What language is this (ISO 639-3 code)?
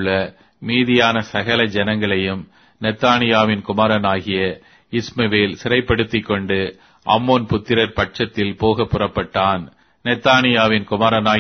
tam